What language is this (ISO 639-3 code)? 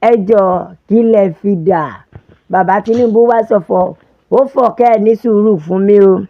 yor